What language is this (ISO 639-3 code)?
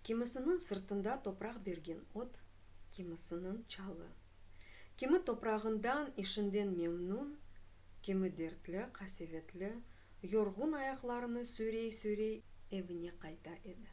crh